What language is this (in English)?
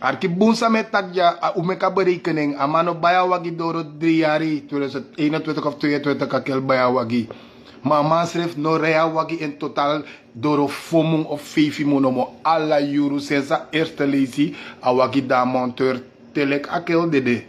Sranan Tongo